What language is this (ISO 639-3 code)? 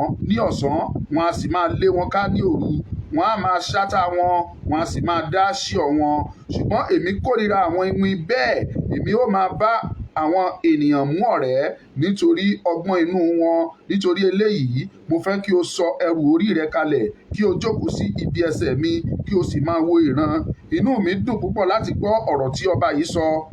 yor